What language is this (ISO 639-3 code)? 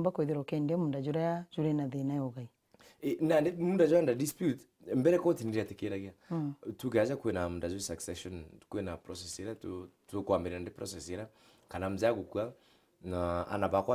mer